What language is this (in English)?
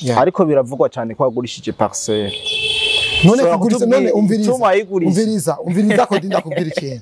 Rundi